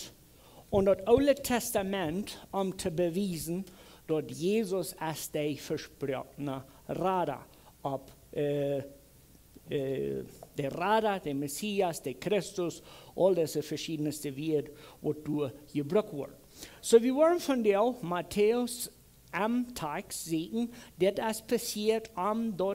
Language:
Plautdietsch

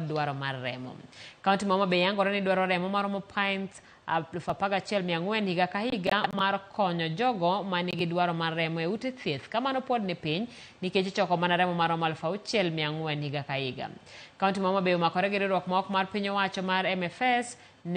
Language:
Luo (Kenya and Tanzania)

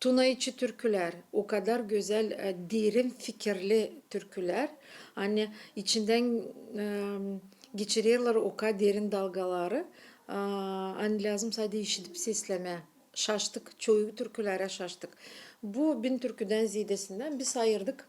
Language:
Gagauz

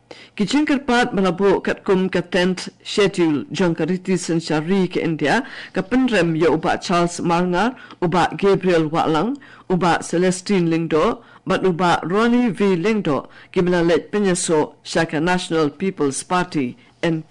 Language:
Khasi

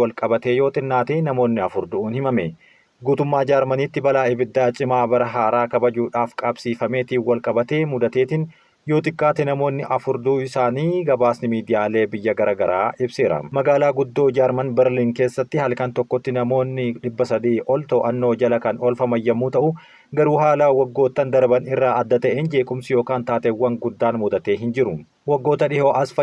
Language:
Oromo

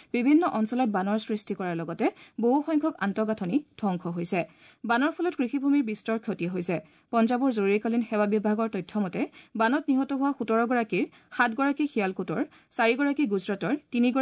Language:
Assamese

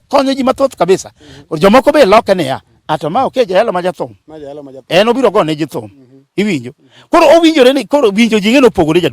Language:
Luo (Kenya and Tanzania)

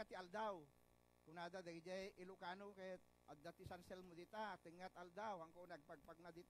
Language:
Iloko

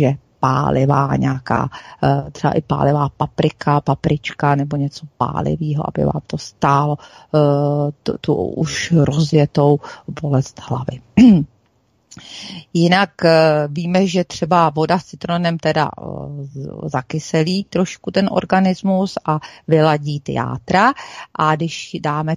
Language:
Czech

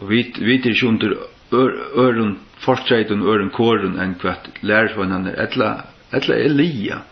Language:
Faroese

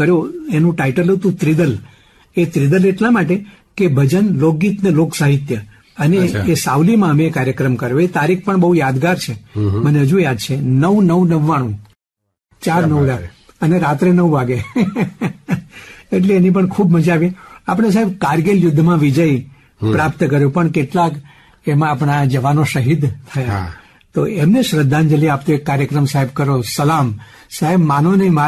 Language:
Gujarati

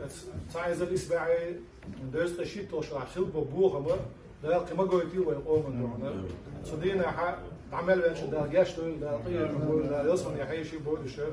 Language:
Ingush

